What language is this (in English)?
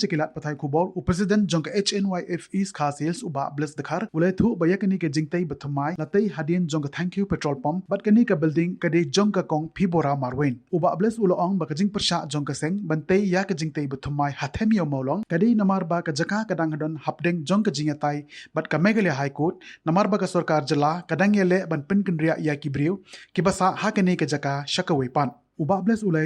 Khasi